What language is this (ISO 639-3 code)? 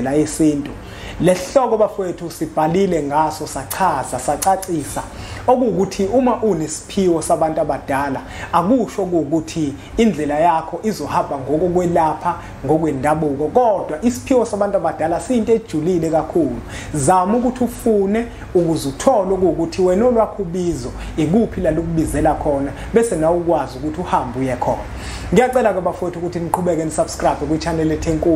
zul